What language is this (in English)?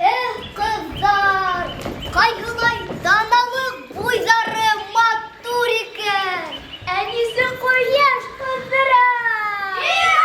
Bashkir